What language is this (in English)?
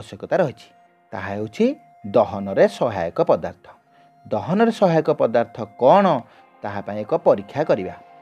Odia